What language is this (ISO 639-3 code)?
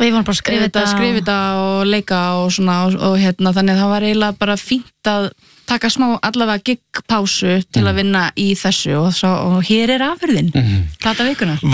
isl